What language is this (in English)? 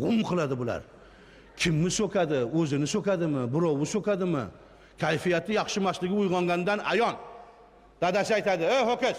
Uzbek